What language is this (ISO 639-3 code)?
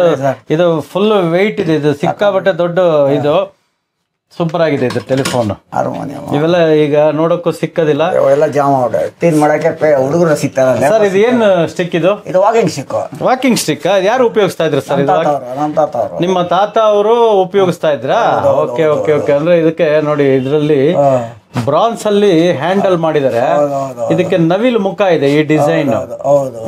kan